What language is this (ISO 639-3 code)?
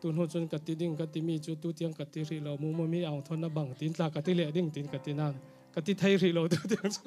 cfm